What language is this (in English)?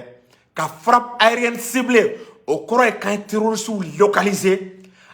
Bambara